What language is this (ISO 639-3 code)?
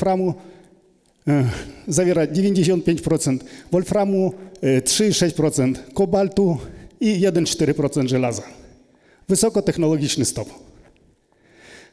pol